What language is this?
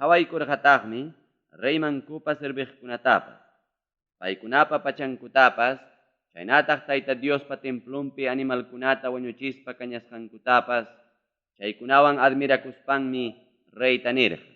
Ayacucho Quechua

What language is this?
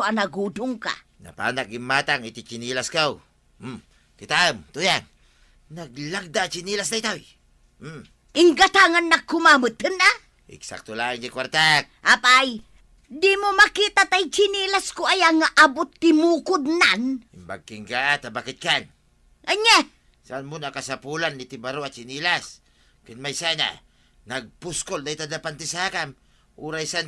Iloko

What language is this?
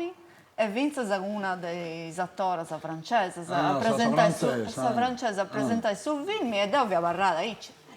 Sardinian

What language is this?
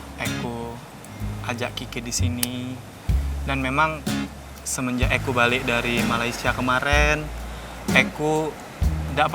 Musi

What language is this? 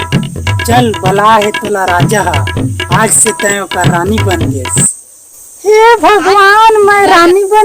Chhattisgarhi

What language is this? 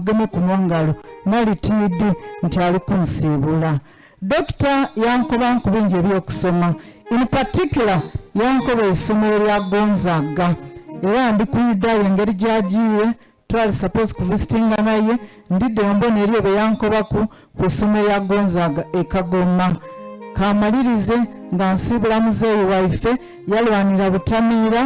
Soga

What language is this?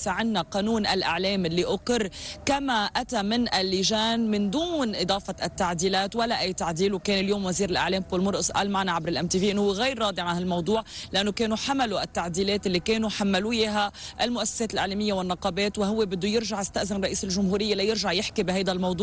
North Levantine Arabic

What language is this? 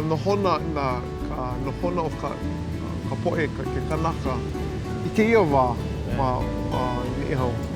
Hawaiian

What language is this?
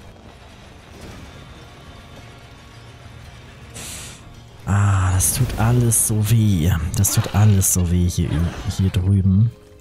German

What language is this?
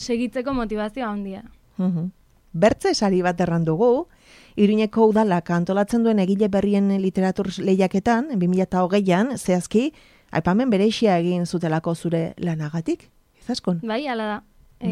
Basque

